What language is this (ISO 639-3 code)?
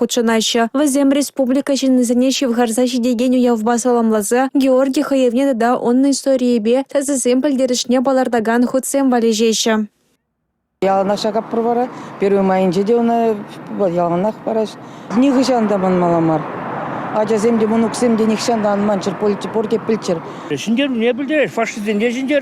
chv